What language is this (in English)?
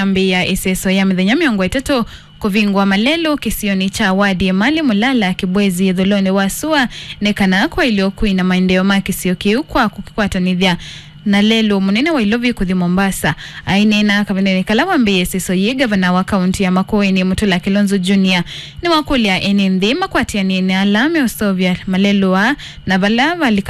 Kamba